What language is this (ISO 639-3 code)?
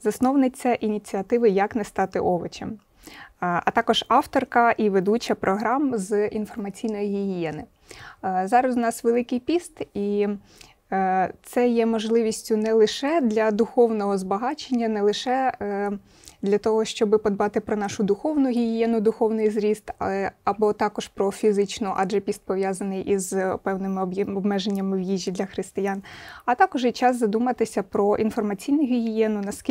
ukr